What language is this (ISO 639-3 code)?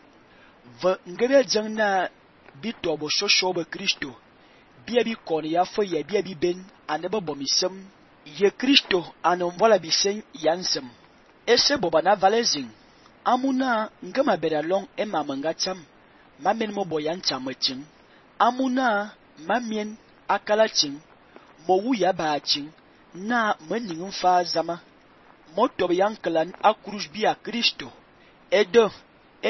fan